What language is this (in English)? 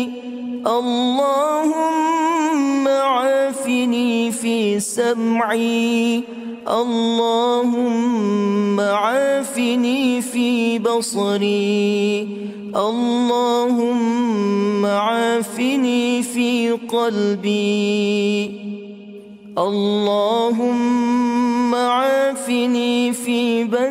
Arabic